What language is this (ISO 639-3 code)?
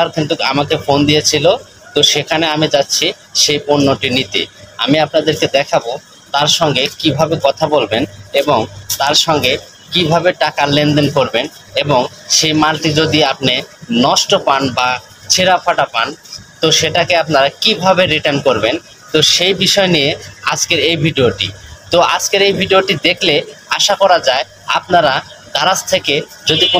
ben